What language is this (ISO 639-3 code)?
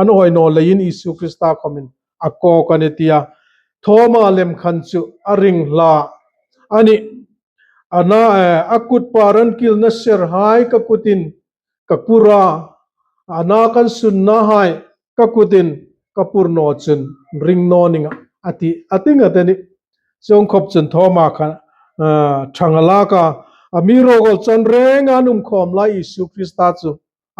hmr